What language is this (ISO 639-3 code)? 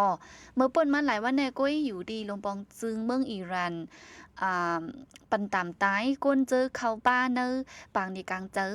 shn